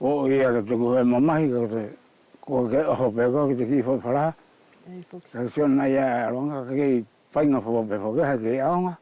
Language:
Wallisian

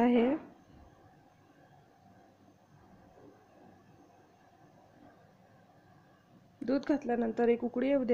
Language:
Marathi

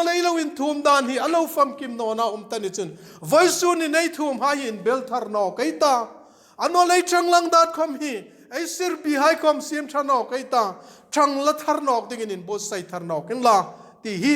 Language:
Hmar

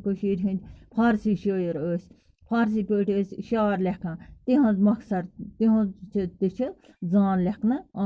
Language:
Kashmiri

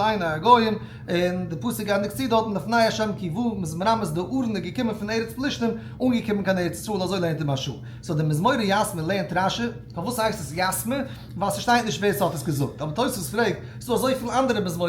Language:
Yiddish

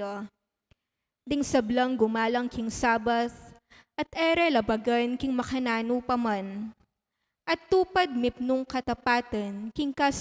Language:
Pampanga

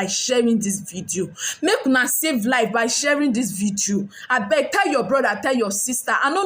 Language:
Nigerian Pidgin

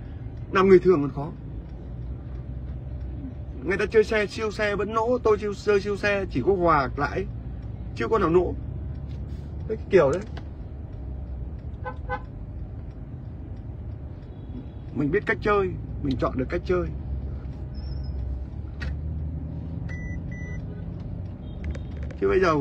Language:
Vietnamese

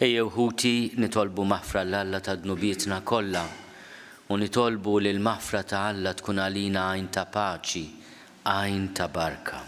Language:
Maltese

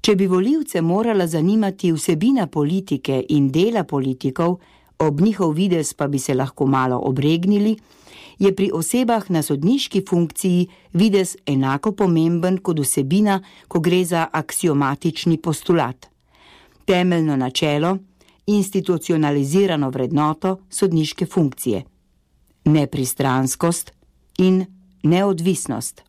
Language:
Slovenian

